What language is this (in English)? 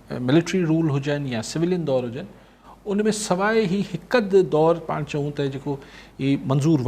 Sindhi